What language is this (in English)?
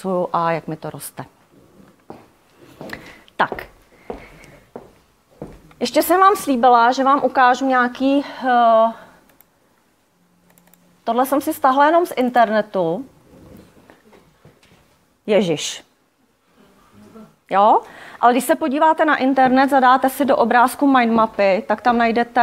Czech